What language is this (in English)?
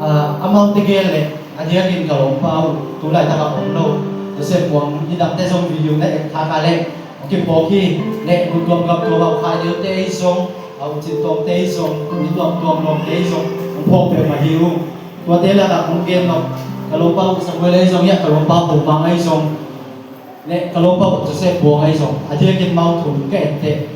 Tedim Chin